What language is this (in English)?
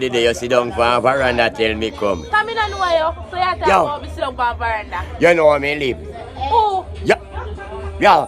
Jamaican Creole English